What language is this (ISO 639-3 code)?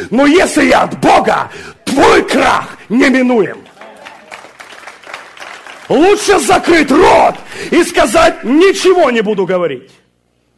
rus